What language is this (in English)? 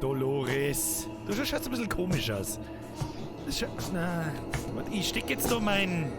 Bavarian